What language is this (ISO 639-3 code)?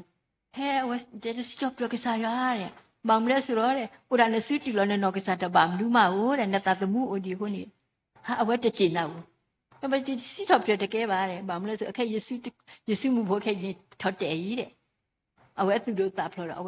ksw